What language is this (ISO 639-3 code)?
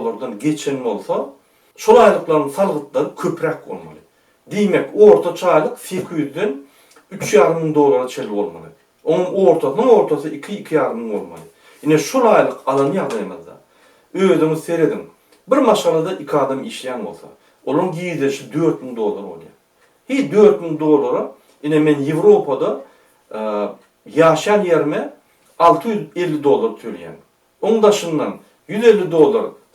tuk